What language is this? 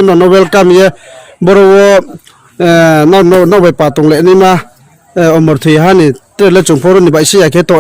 Riang (India)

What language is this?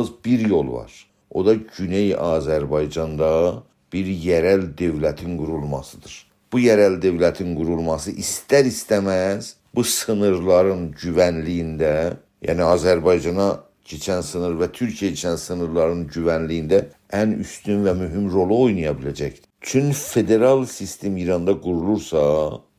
South Azerbaijani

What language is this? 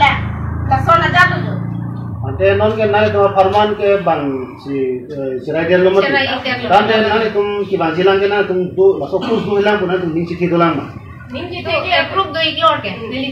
Karbi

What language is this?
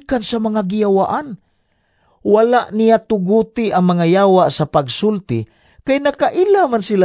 Cebuano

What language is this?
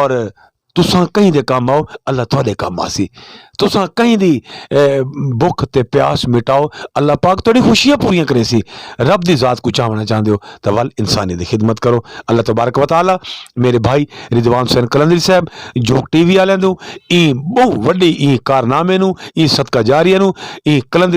Saraiki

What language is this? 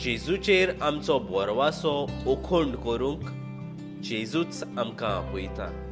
Konkani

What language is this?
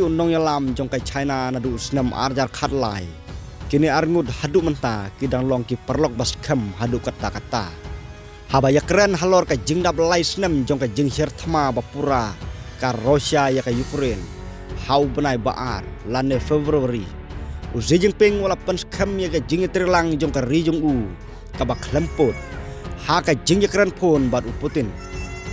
Khasi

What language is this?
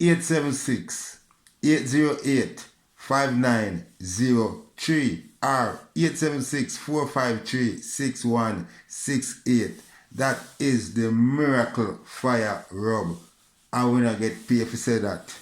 Jamaican Creole English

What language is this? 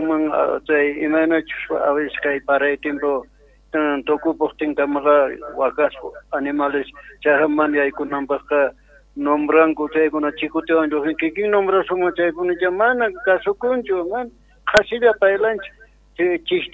Quechua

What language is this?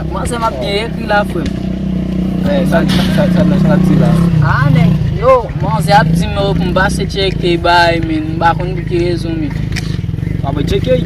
Haitian Creole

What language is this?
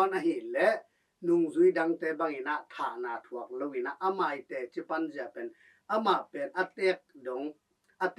Tedim Chin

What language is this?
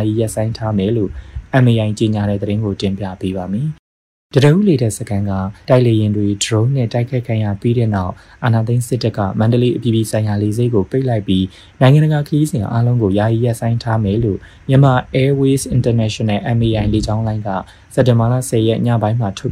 Burmese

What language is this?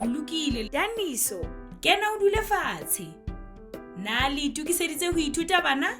Southern Sotho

